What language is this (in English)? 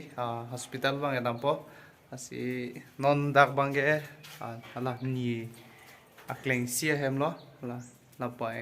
Karbi